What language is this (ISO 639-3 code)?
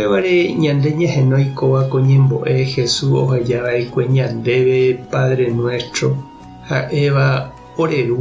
grn